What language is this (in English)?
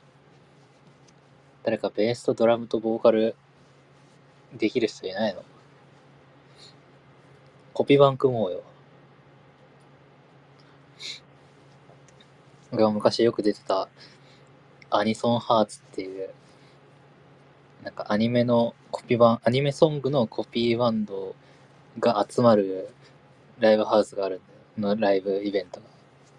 Japanese